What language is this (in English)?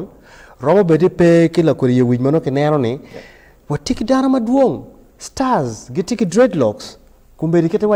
Acoli